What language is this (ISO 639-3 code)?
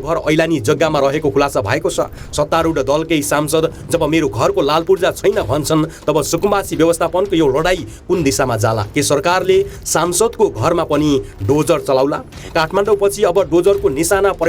nep